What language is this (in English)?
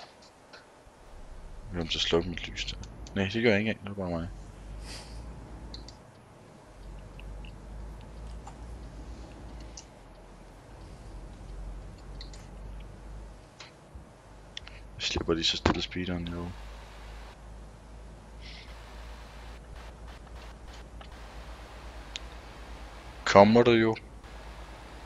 Danish